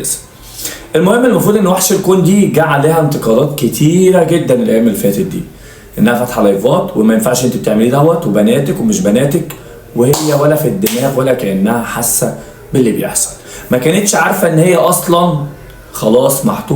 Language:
Egyptian Arabic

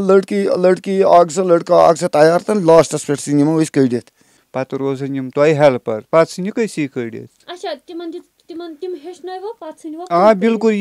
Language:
Kashmiri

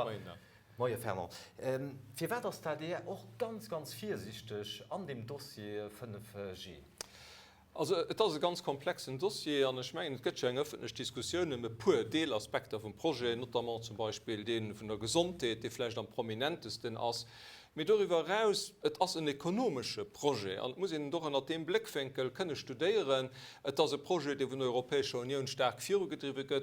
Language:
Luxembourgish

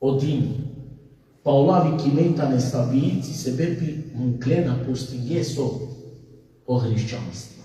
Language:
Balkan Romani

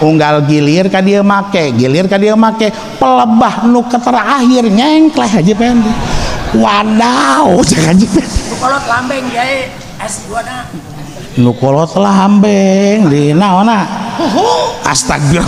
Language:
Sundanese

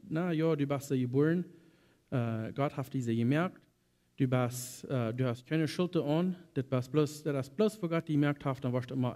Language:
Plautdietsch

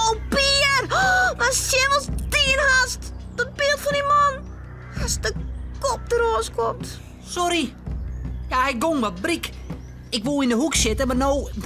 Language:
Western Frisian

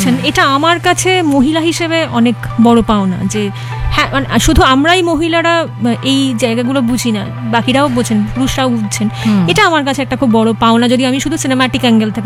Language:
Bangla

